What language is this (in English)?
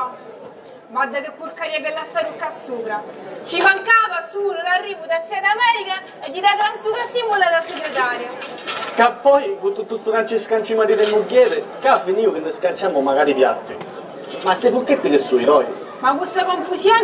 Sicilian